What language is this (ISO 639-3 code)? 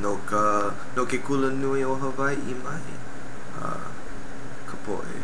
haw